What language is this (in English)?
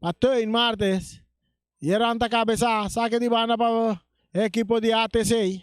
Papiamento